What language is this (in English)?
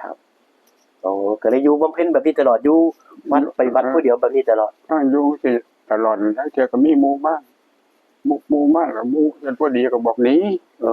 Northeastern Thai